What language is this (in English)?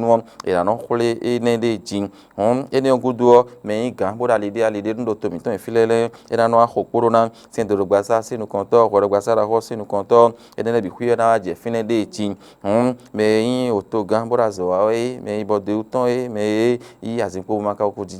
Fon